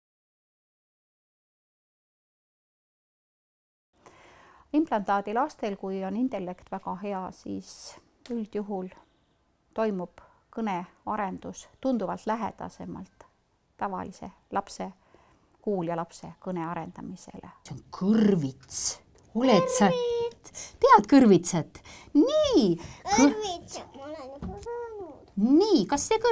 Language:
Estonian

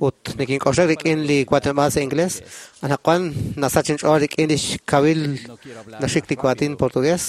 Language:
Kekchí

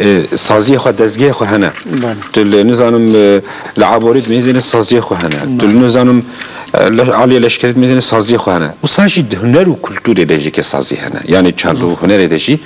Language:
Kurdish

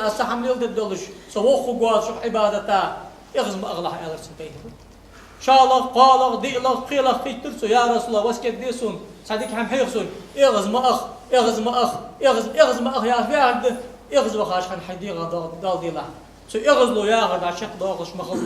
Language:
Ingush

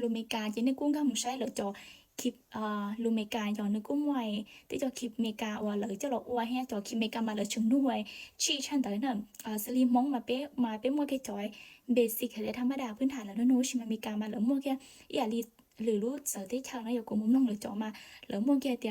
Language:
Hmong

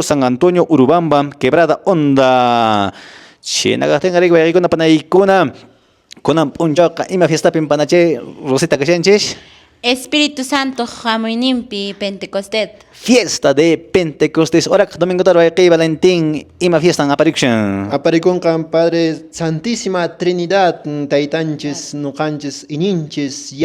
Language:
Quechua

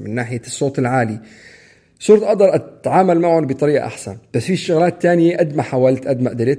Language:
North Levantine Arabic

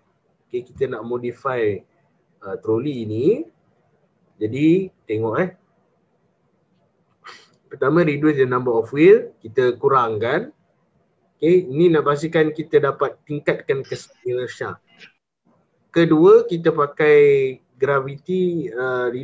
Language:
Malay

